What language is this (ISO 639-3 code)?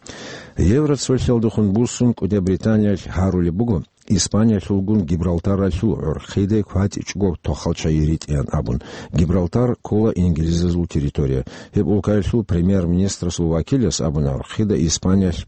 ava